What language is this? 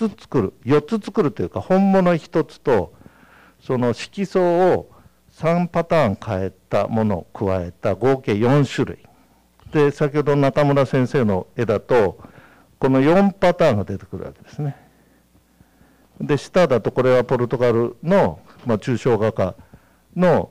Japanese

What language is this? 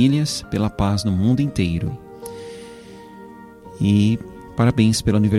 Portuguese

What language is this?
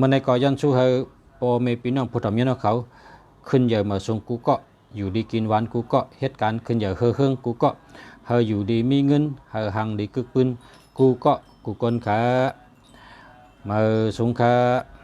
Shan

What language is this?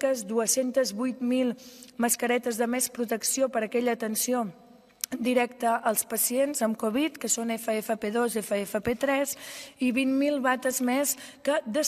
Catalan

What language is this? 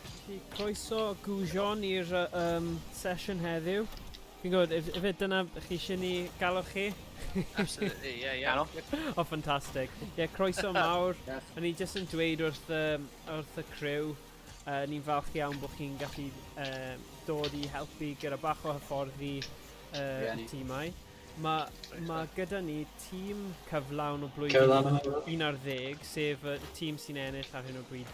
Welsh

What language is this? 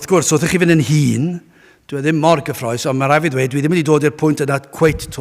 Welsh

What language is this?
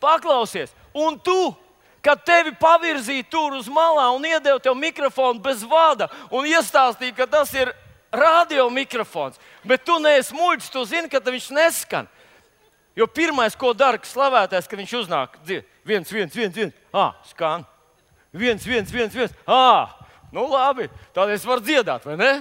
Latvian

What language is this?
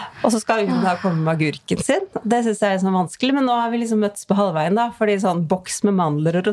Norwegian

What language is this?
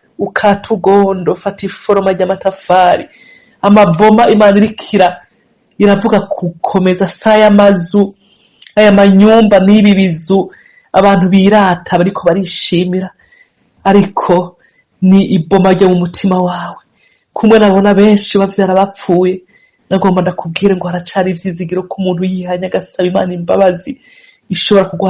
Rundi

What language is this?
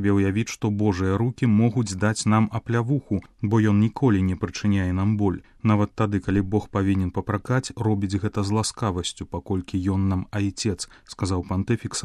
Belarusian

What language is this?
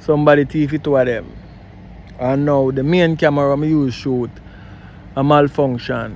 Jamaican Creole English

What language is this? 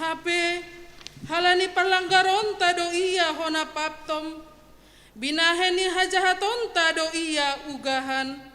Batak Simalungun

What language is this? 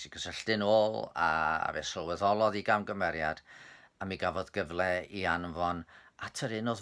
Welsh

